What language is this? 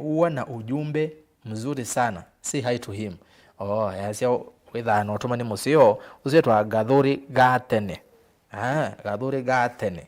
Kamba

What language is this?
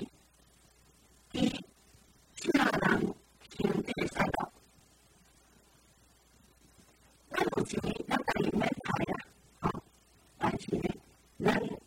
Min Nan Chinese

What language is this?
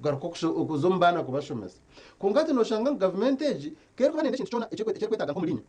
Nyankole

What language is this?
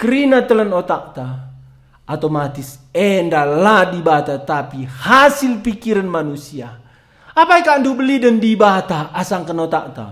Batak Karo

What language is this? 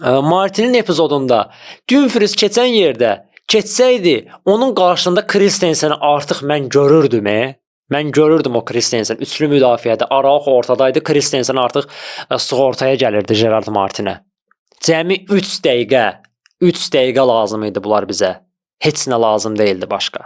Azerbaijani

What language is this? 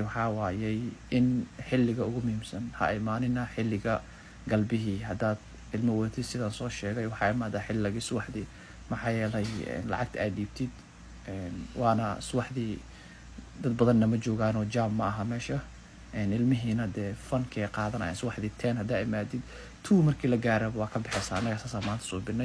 Somali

